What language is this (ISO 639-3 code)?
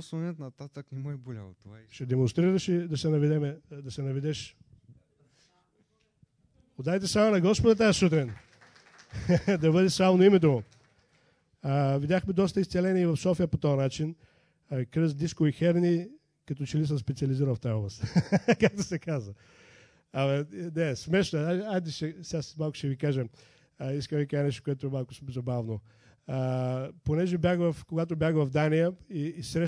bul